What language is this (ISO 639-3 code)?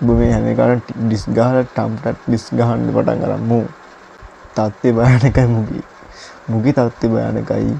sin